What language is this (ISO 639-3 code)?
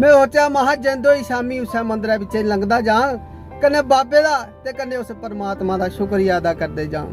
doi